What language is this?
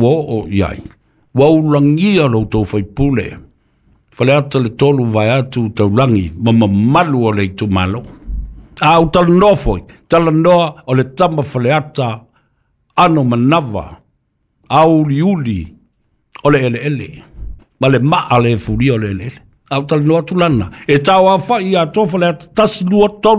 Samoan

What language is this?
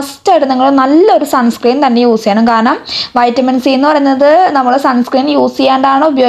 Malayalam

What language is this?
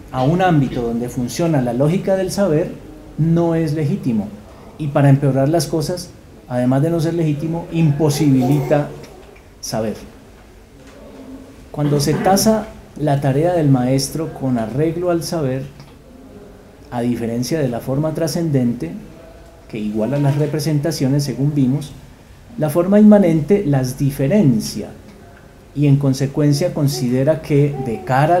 Spanish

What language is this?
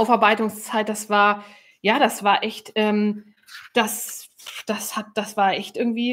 German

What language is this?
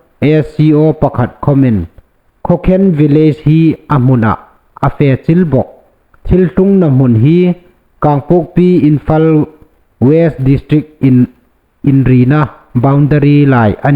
Hmar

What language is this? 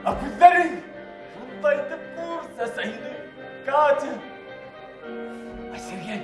Bashkir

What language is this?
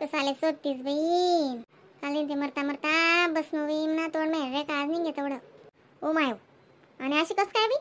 Khandesi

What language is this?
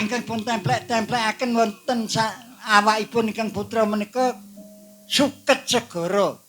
Javanese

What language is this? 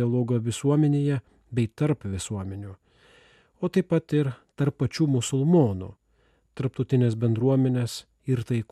Lithuanian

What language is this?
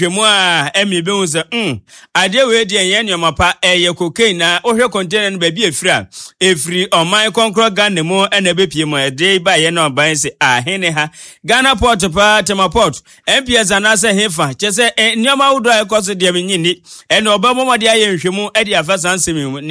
Akan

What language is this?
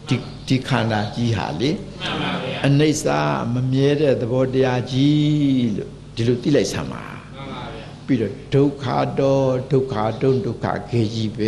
Burmese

